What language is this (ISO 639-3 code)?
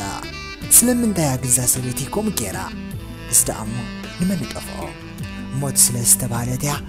tir